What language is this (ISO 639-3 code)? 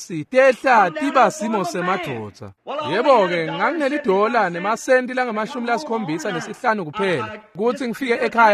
ssw